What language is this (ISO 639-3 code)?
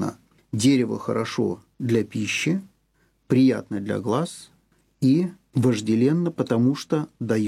rus